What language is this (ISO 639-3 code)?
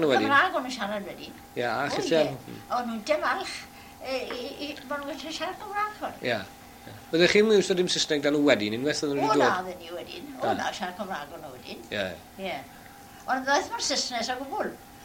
cym